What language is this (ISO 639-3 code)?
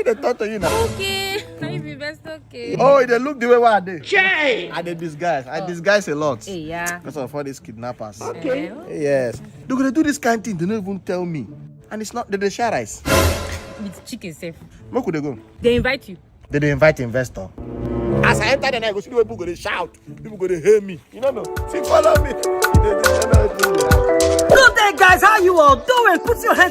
pcm